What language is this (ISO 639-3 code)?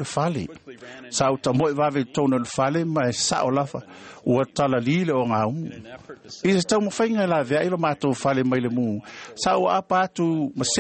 smo